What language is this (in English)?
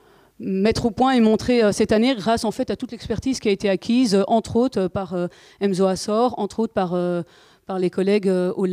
French